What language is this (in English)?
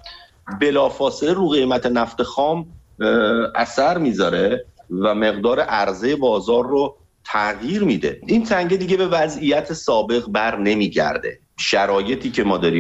Persian